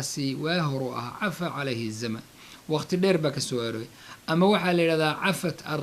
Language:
Somali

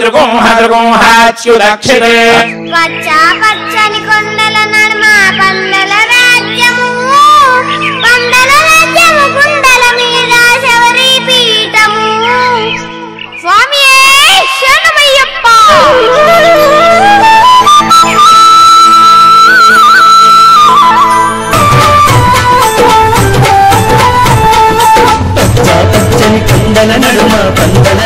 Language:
Telugu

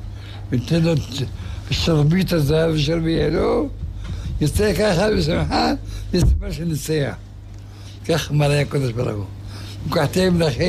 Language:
Hebrew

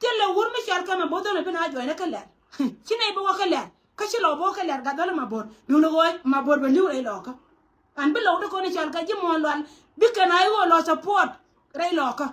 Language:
Nuer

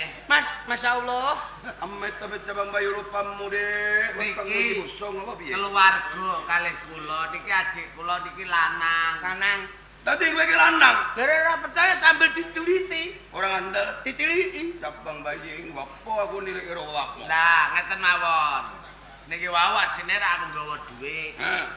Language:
Javanese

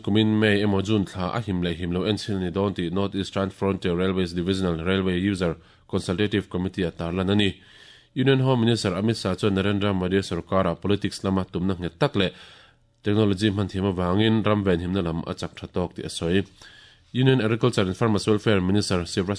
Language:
Mizo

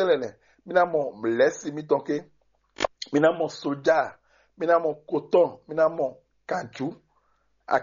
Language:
Fon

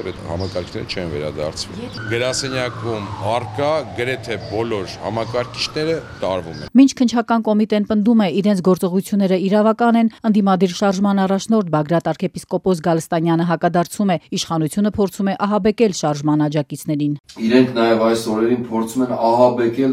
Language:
Armenian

